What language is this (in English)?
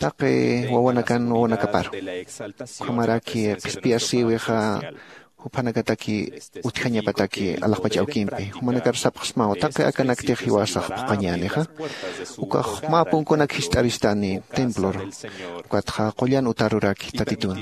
Aymara